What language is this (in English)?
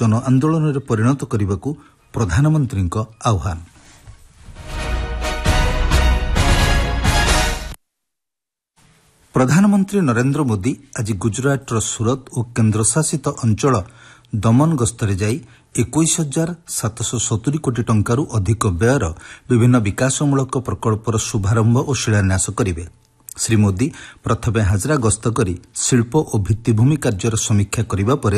Odia